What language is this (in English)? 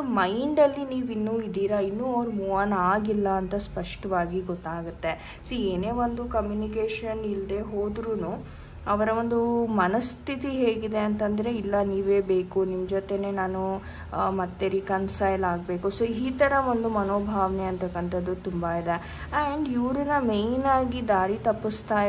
Kannada